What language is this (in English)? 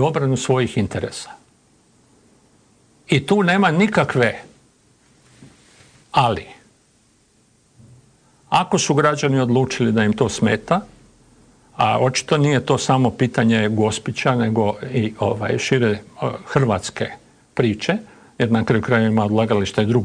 Croatian